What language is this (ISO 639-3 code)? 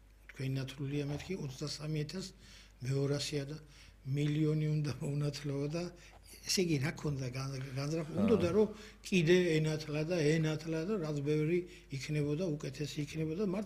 kat